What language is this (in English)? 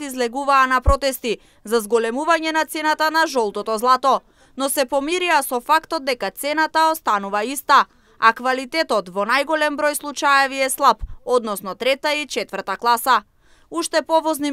Macedonian